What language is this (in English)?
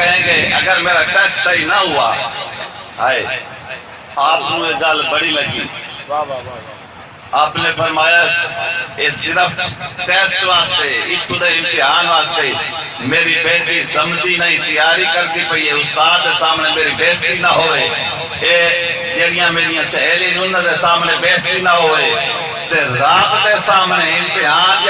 Saraiki